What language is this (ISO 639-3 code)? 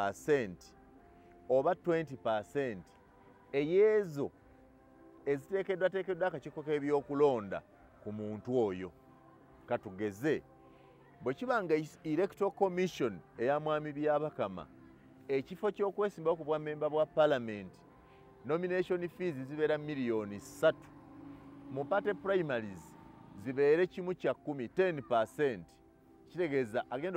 lug